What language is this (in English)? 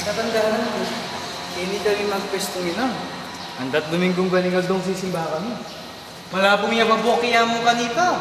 Pampanga